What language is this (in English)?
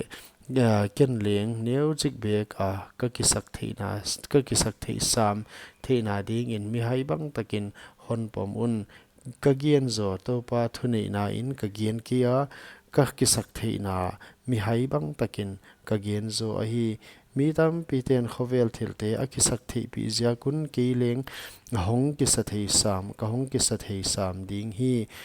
Paite Chin